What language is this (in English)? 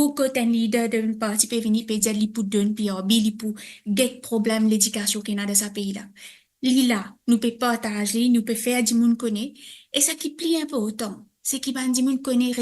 Morisyen